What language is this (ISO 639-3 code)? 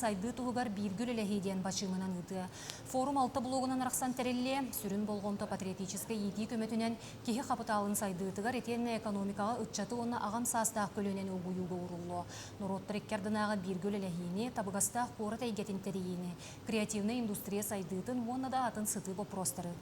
sah